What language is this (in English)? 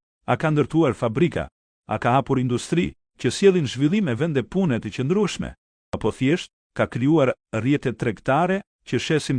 Albanian